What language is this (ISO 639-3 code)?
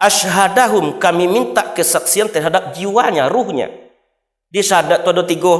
min